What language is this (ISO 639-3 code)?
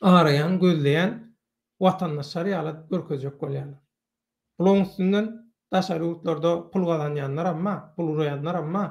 tuk